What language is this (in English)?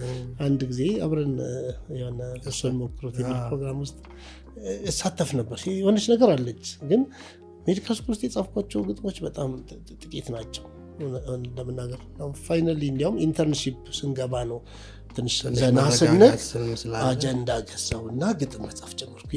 Amharic